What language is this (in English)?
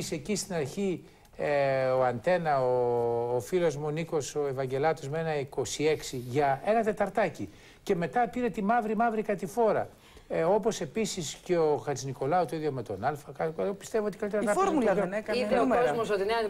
Greek